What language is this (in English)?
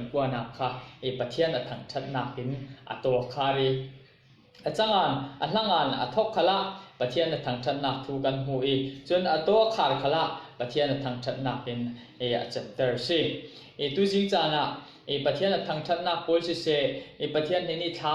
Falam Chin